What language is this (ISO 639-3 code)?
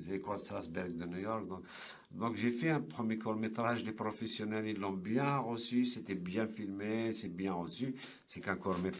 kab